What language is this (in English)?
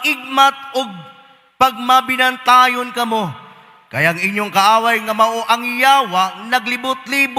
Cebuano